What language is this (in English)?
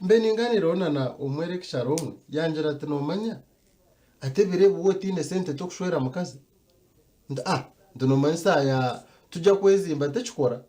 Nyankole